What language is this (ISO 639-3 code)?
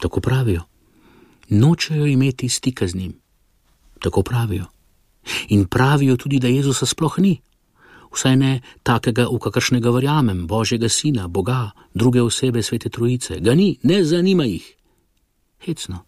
slv